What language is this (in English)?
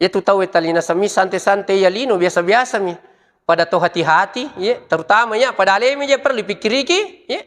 Buginese